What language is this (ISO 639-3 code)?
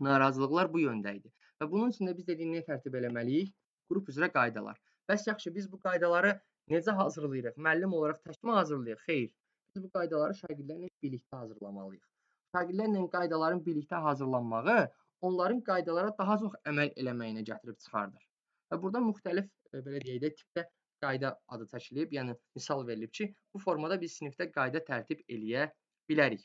aze